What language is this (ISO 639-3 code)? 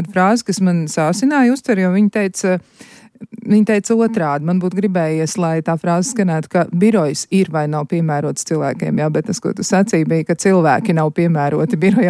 lav